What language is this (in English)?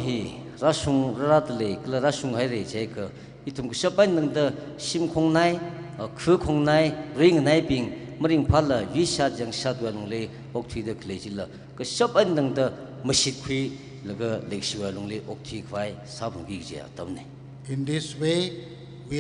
Tangkhul Naga (India)